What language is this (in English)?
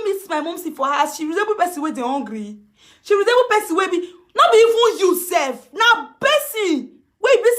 Nigerian Pidgin